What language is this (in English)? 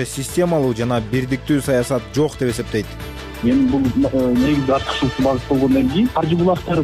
Kyrgyz